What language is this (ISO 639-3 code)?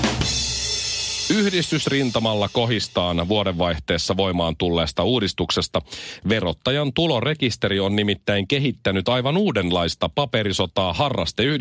fin